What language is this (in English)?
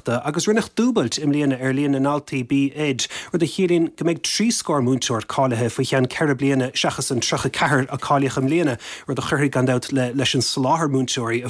Irish